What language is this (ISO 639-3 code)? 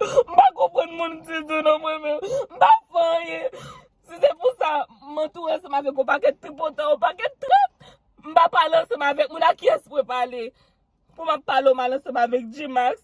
hat